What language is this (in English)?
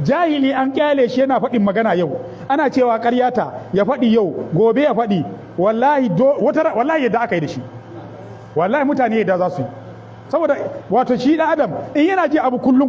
Hausa